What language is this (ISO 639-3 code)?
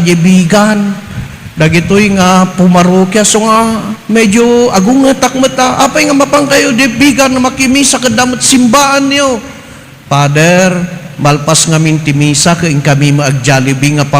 ilo